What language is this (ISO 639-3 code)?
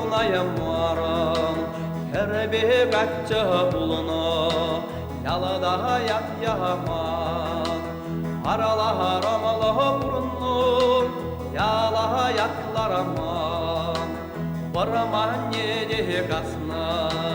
chv